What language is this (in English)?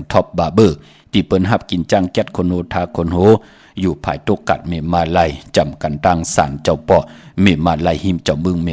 Shan